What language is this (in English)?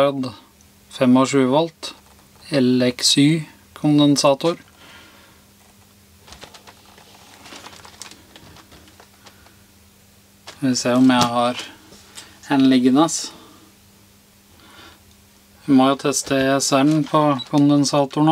Norwegian